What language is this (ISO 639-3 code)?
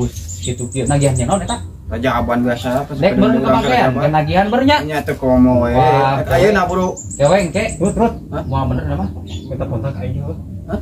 sun